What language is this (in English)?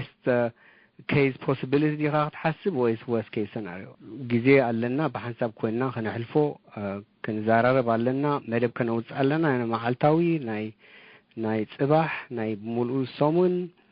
Tigrinya